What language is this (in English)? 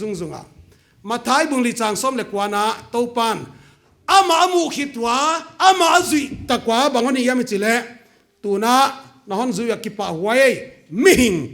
Paite Chin